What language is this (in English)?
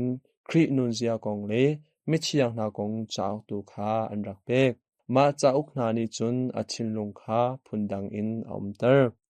Hakha Chin